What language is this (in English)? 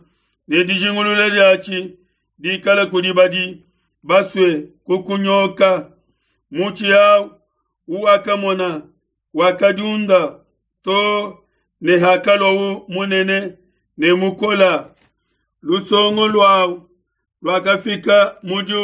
Luba-Lulua